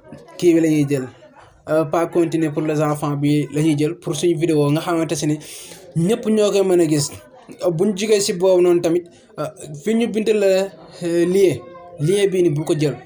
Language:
Wolof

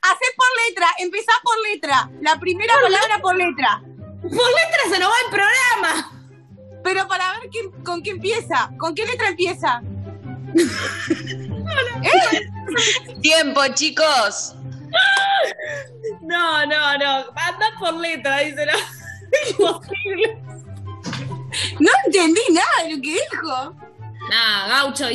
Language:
Spanish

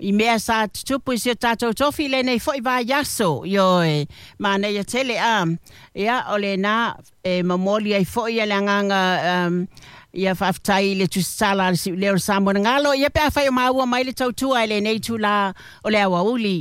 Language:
Samoan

